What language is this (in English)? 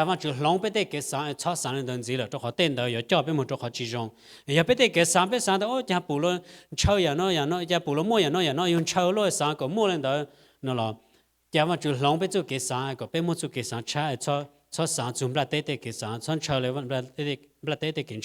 Hmong